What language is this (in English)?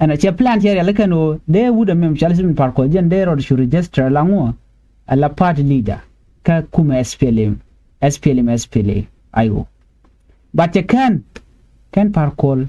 Nuer